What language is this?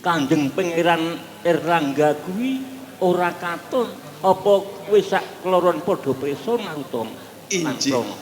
Javanese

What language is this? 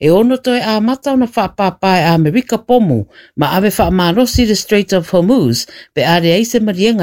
Samoan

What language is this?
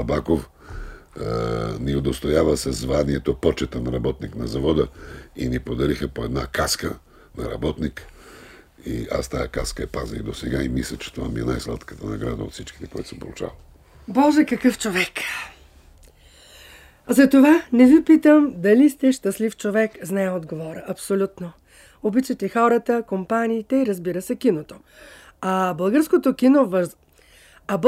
Bulgarian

